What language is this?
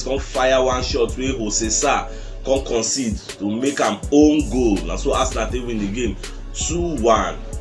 Nigerian Pidgin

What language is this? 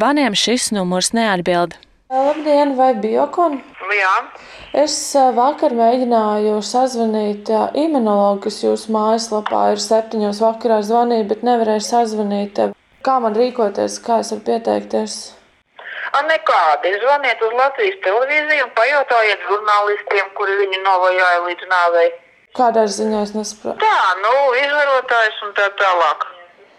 Latvian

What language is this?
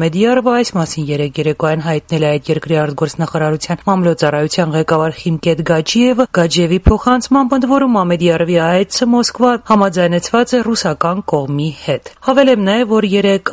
Armenian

